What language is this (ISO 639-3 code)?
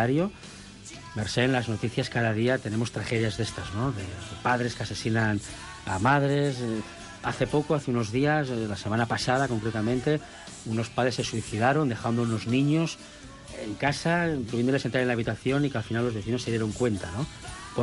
spa